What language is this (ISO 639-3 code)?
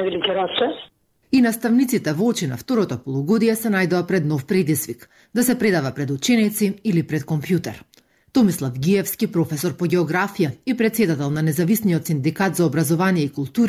mkd